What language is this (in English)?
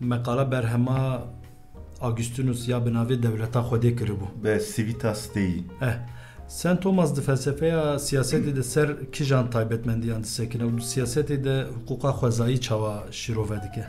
Kurdish